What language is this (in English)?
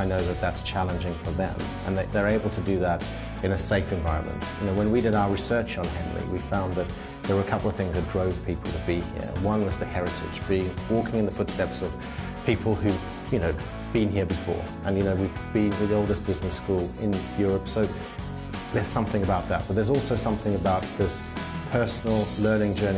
English